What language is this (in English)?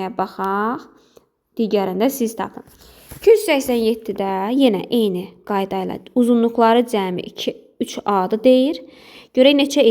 Azerbaijani